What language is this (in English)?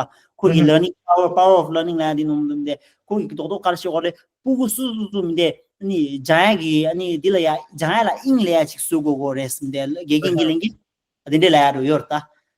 Tibetan